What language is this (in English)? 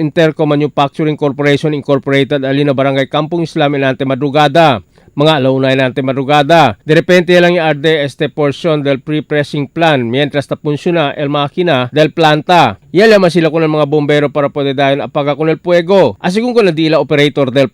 Chavacano